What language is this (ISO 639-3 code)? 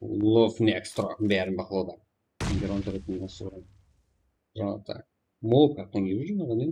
kaa